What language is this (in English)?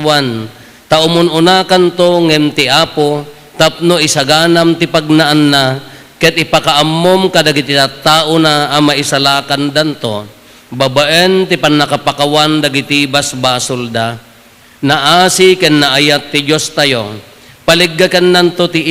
Iloko